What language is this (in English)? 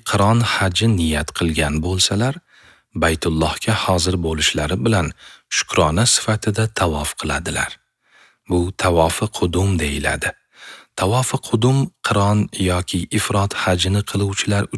Uzbek